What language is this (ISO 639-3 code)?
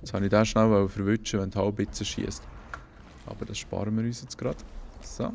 gsw